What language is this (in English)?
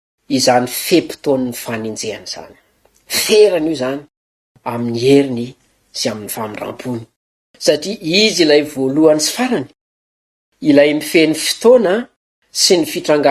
Malagasy